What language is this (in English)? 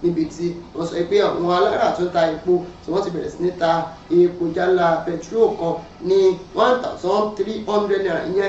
Yoruba